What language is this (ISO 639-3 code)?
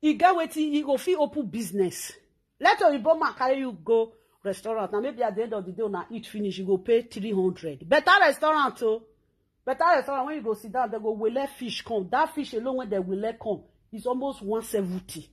pcm